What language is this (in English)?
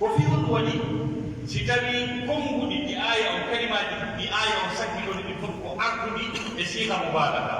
Pular